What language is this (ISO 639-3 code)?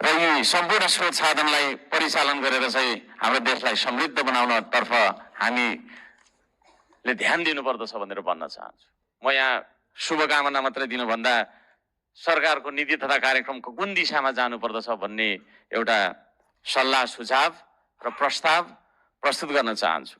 nep